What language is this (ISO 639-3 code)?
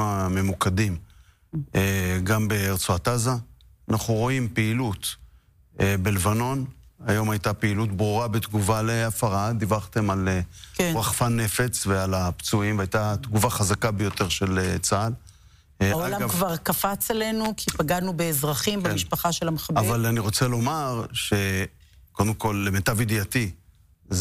heb